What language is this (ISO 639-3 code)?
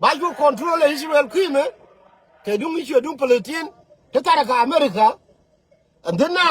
nus